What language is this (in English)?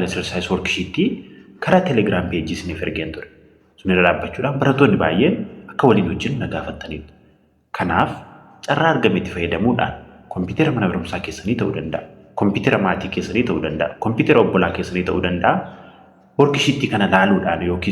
Oromo